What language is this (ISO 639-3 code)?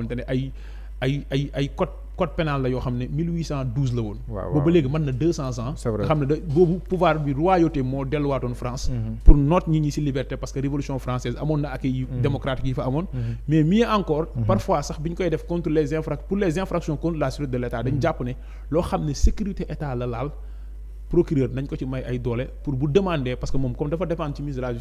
wol